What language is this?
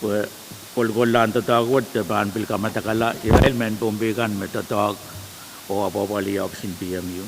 Pohnpeian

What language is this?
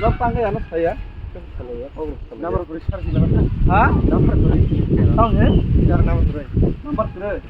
Kok Borok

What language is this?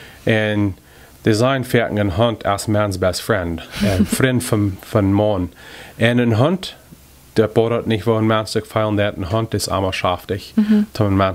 Plautdietsch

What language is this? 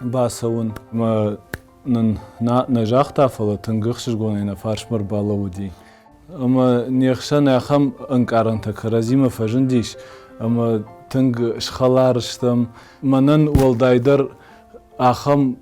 Ossetic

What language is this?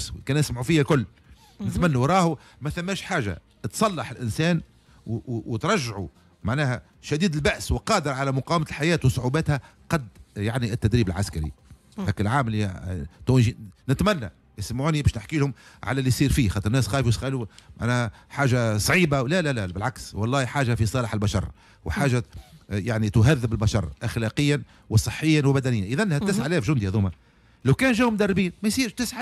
Tunisian Arabic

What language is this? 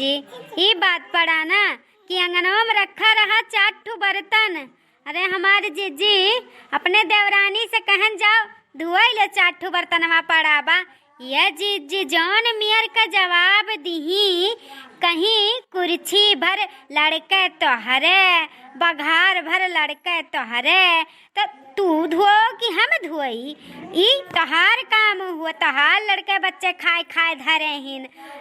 Awadhi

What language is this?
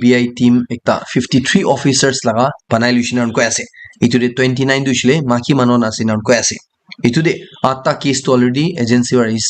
Naga Pidgin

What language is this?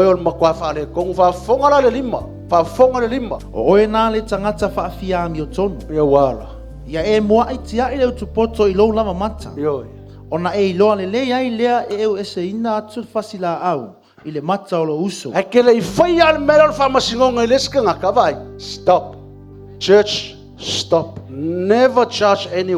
Samoan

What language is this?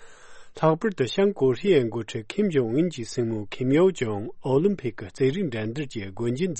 Tibetan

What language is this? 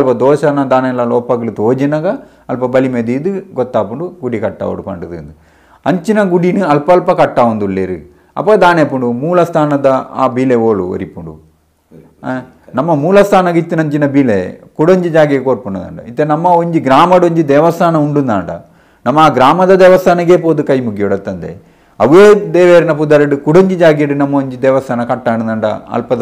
Tulu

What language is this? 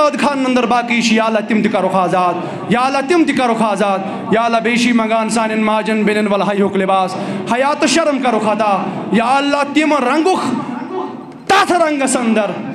Kashmiri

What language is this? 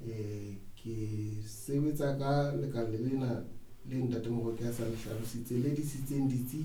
Southern Sotho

